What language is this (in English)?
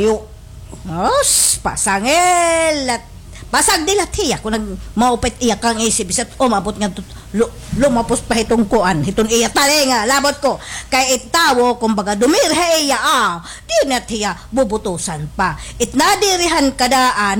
Waray